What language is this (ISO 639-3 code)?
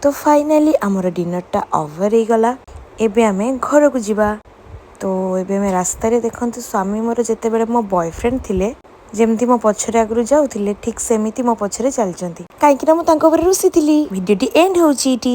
ori